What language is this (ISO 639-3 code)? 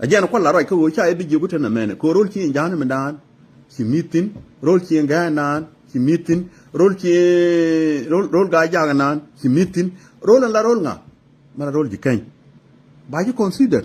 nus